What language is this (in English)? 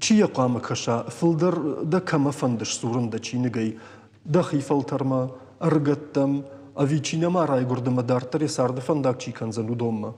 Ossetic